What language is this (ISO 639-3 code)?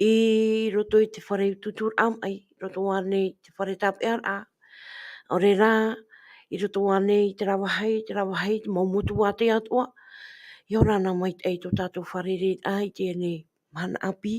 tah